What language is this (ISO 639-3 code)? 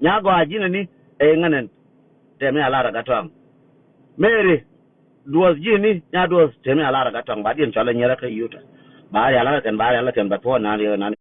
nus